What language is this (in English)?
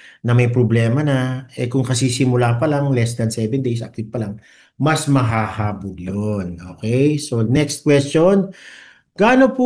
Filipino